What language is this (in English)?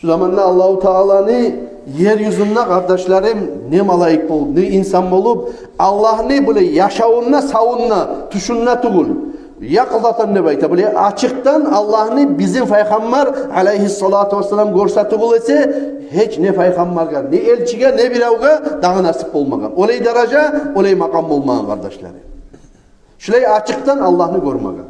Kumyk